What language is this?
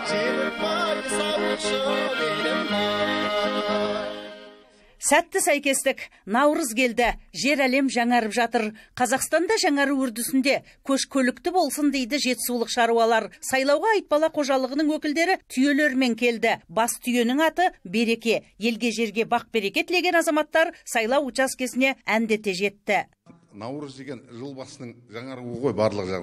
Kazakh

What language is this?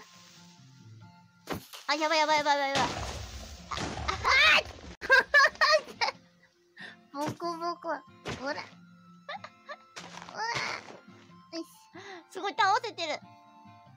Japanese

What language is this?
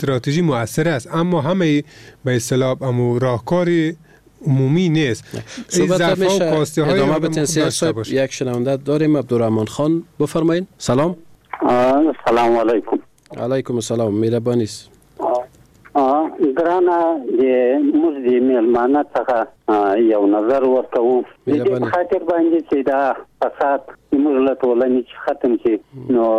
Persian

